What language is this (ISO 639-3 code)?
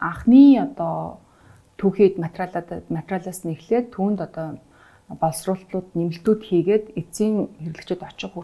mon